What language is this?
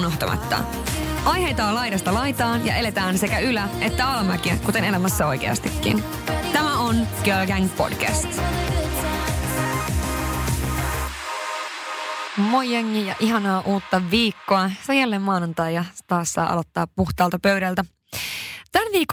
Finnish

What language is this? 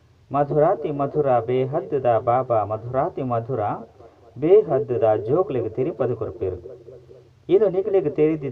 Tulu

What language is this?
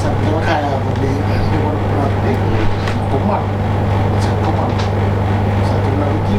Fijian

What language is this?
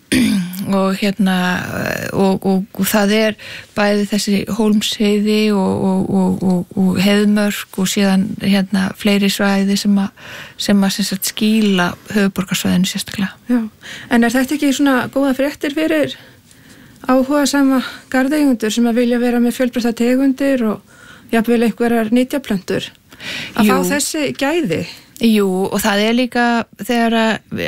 Icelandic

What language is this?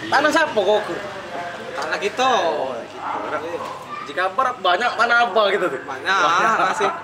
Musi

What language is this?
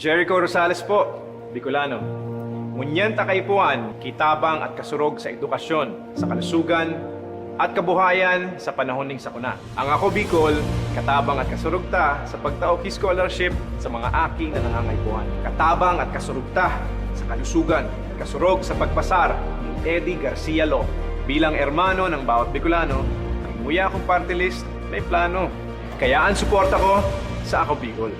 Bikol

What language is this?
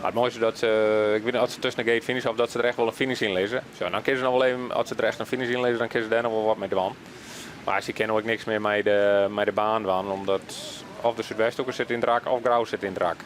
Western Frisian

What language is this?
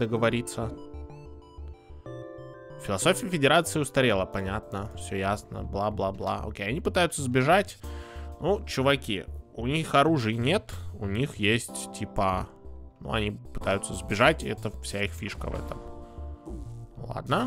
Russian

